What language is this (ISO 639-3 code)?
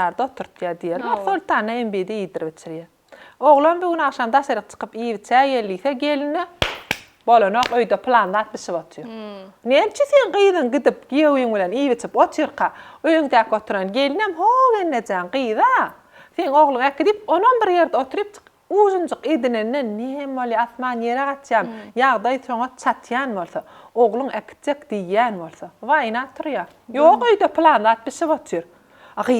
tuk